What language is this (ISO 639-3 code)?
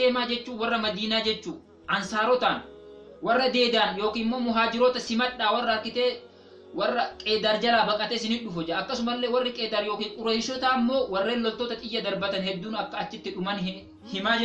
orm